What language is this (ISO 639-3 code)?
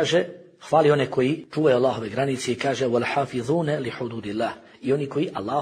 bos